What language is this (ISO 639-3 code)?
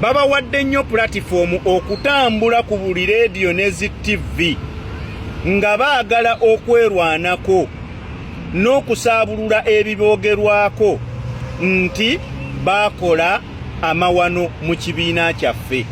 lug